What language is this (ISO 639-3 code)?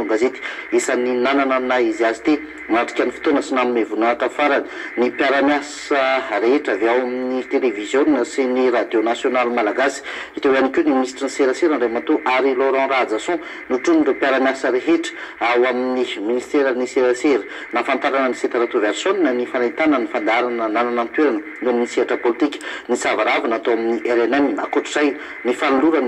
mlg